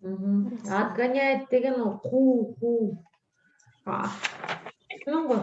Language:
Kazakh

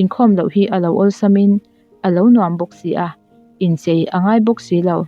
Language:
Mizo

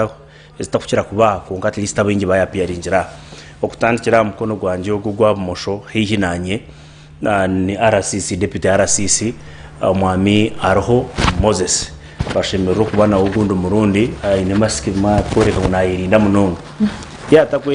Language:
Nyankole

